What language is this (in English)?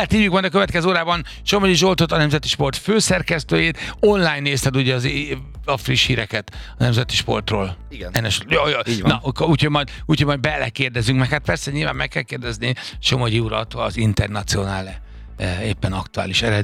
Hungarian